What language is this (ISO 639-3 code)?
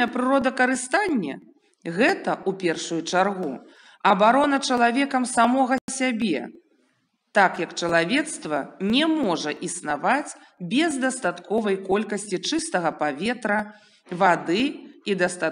bel